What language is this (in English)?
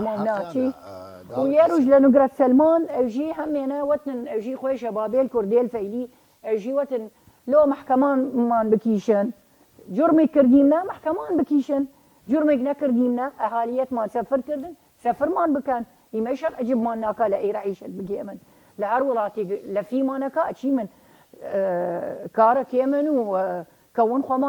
Southern Kurdish